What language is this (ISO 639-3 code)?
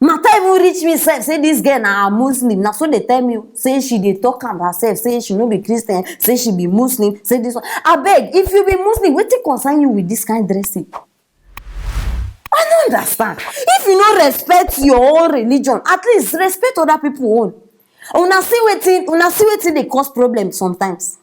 pcm